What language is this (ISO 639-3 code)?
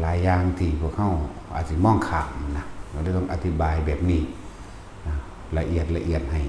tts